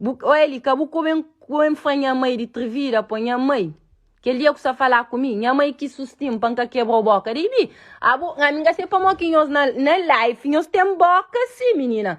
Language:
Kabuverdianu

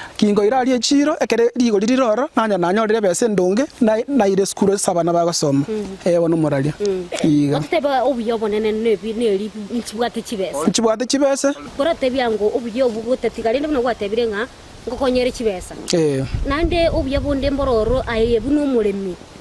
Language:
Gusii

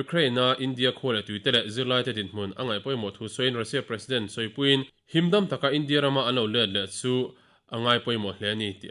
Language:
Mizo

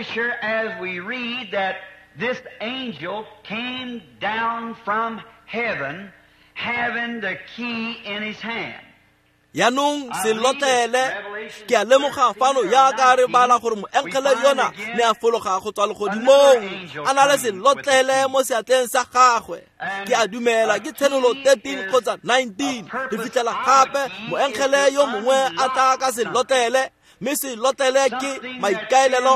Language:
Tswana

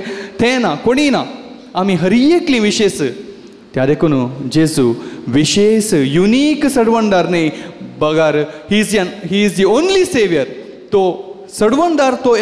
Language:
Konkani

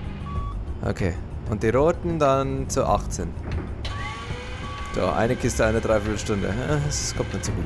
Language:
German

